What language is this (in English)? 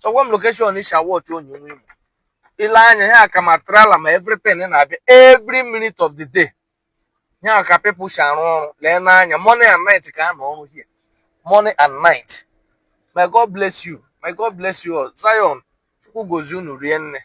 Igbo